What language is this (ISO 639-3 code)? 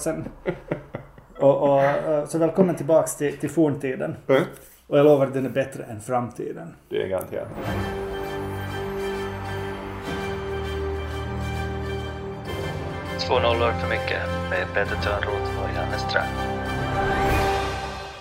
swe